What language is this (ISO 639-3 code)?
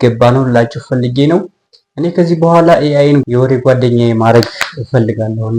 amh